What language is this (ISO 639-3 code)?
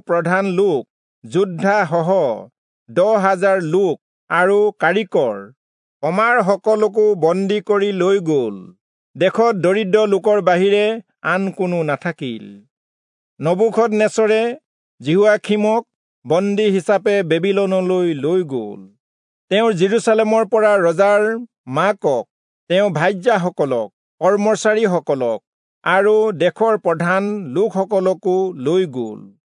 asm